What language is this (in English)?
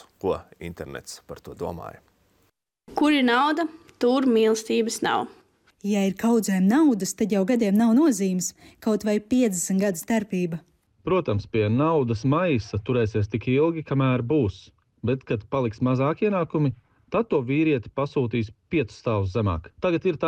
Latvian